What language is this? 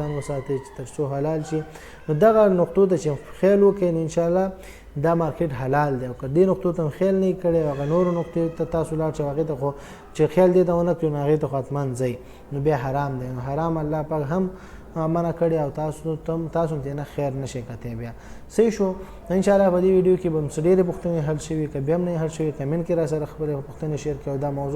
Pashto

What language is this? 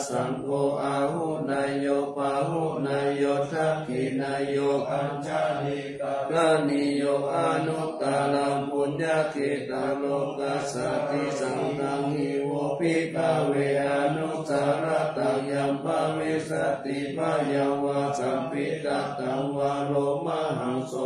Pali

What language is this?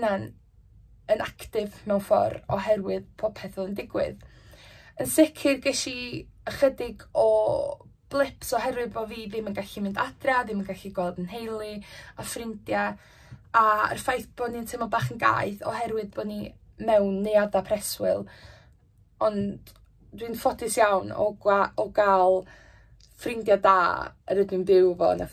Welsh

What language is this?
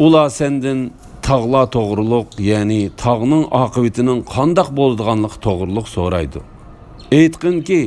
Uyghur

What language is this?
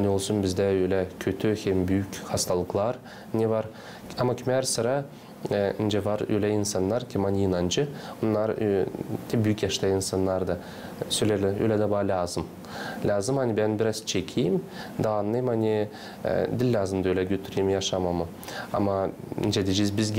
Gagauz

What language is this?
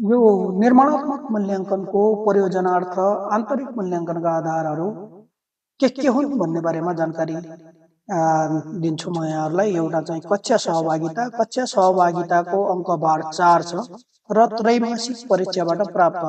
Nepali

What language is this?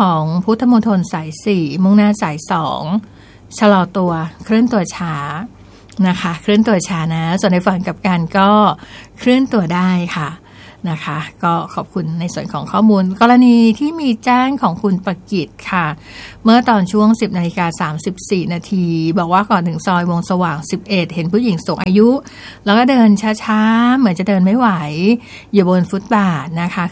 Thai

